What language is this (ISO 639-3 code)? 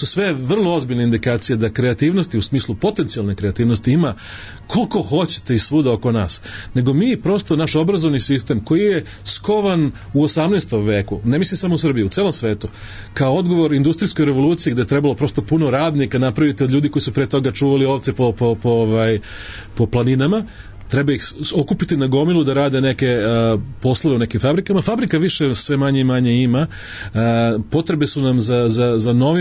srp